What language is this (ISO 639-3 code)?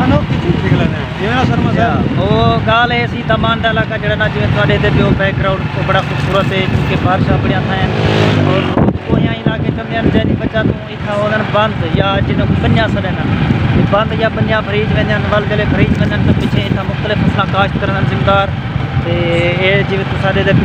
skr